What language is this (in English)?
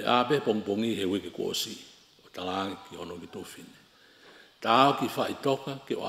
Tongan